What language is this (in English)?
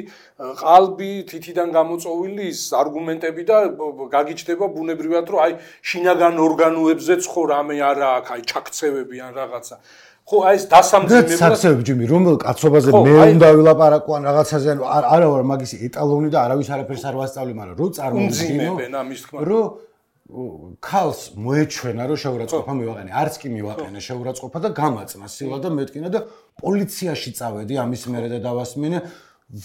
Georgian